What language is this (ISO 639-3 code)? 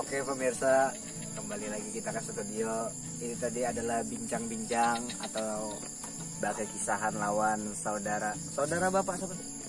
bjn